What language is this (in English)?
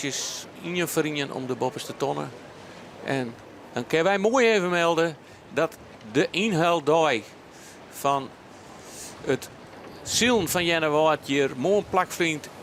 Western Frisian